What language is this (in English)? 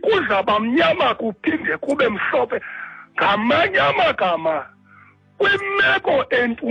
Xhosa